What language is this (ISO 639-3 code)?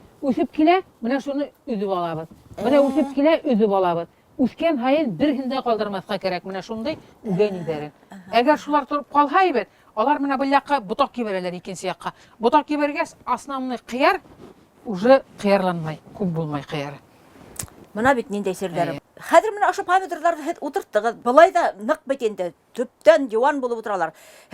bak